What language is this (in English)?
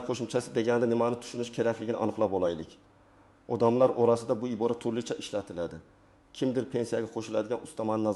Uzbek